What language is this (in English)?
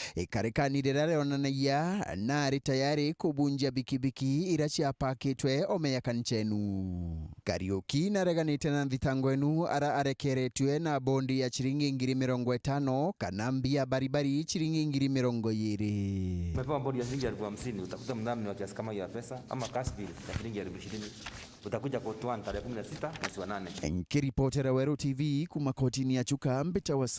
Meru